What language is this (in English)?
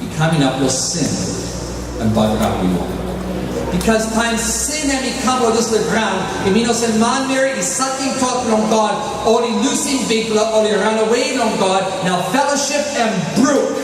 Tok Pisin